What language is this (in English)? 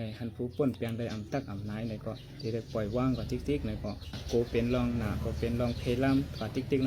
Shan